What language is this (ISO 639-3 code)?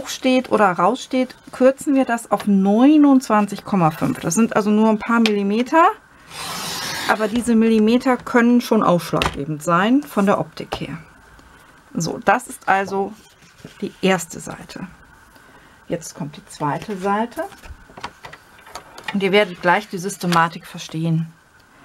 deu